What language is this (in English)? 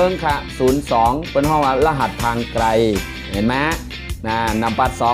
Shan